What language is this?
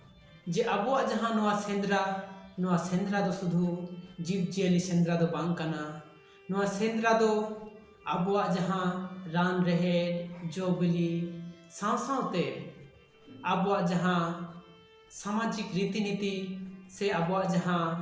Santali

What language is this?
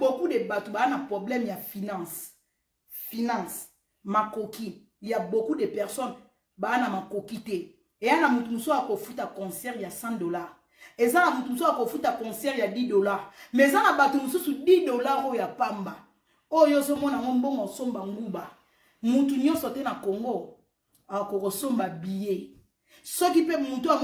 Lingala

